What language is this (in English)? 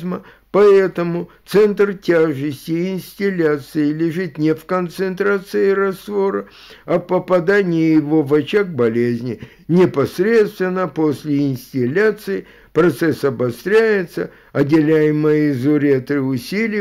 Russian